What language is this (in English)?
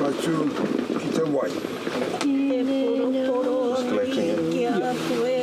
Māori